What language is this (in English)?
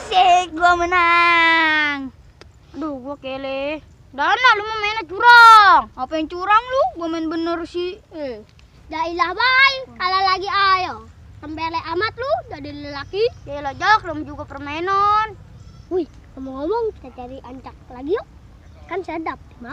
Betawi